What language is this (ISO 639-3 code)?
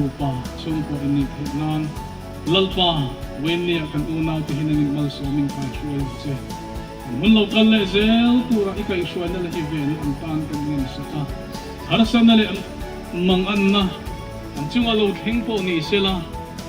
lus